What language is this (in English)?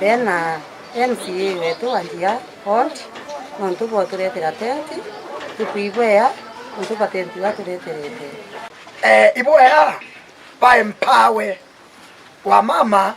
Meru